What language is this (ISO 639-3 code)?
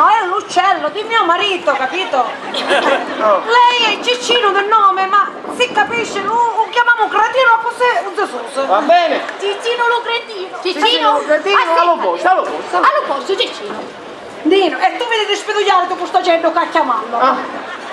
scn